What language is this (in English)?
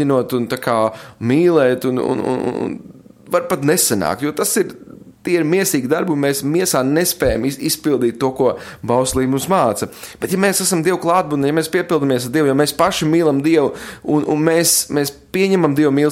Latvian